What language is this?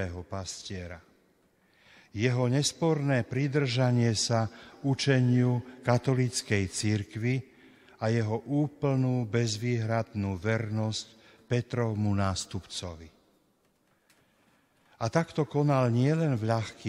Slovak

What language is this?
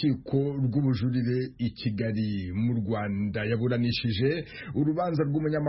Kinyarwanda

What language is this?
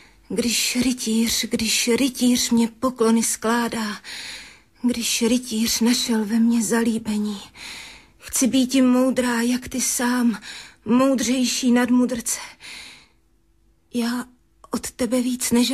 Czech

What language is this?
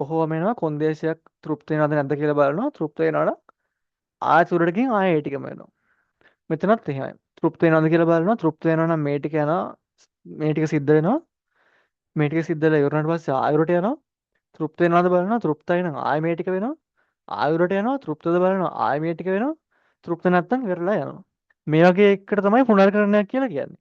Sinhala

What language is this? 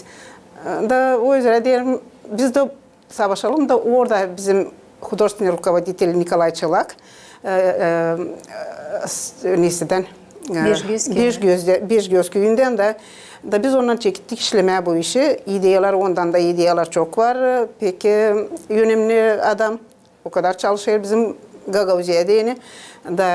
Gagauz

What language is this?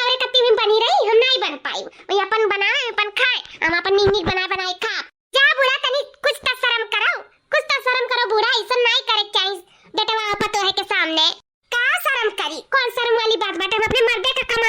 Awadhi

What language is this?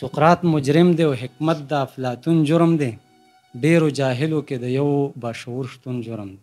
Pashto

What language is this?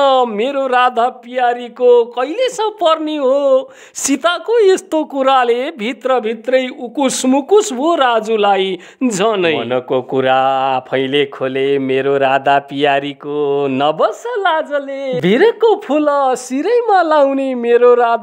Nepali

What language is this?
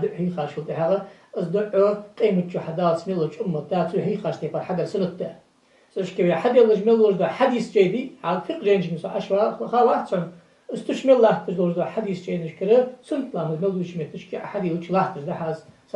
Ingush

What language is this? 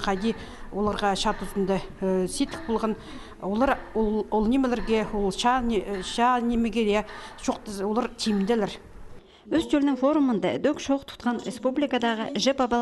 Khakas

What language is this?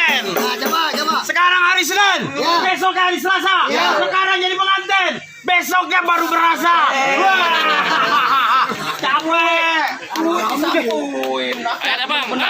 Betawi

